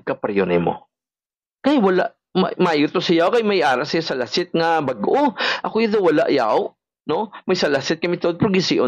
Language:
Hiligaynon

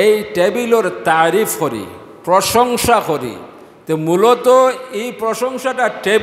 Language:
Sylheti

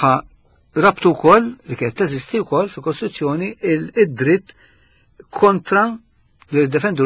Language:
Maltese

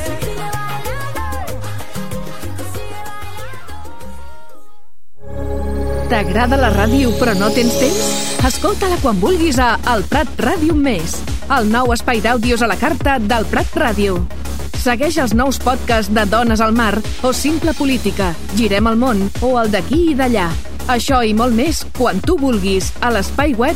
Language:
Catalan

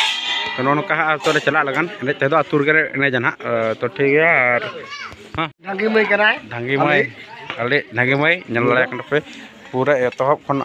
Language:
Santali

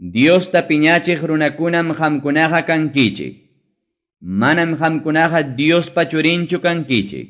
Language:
Ayacucho Quechua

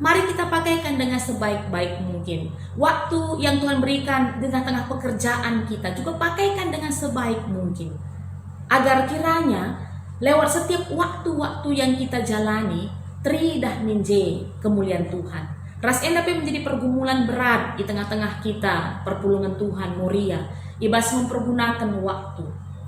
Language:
Batak Karo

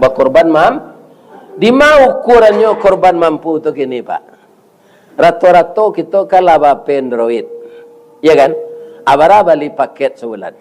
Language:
Minangkabau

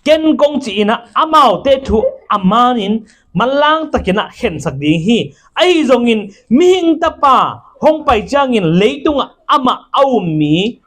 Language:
Tedim Chin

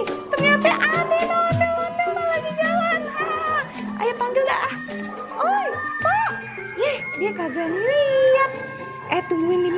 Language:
Betawi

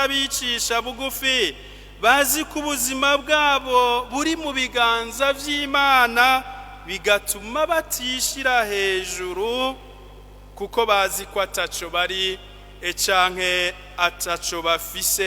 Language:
Rundi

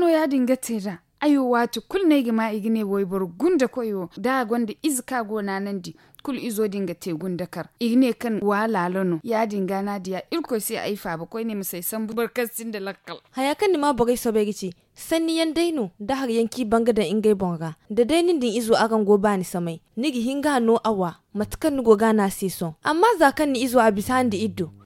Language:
Zarma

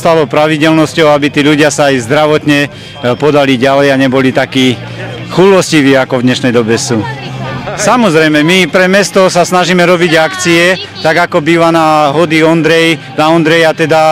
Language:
Slovak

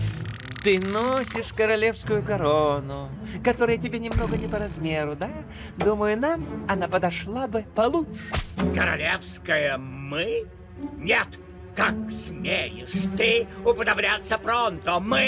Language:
Russian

